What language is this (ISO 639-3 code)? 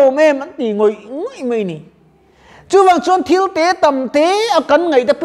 lus